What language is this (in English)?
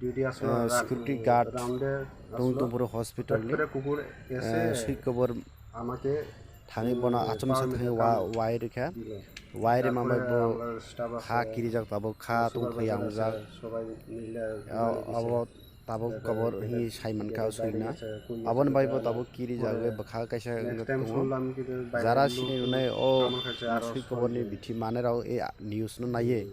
Kok Borok